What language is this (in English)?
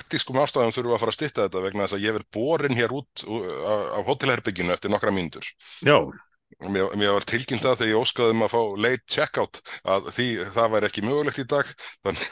Icelandic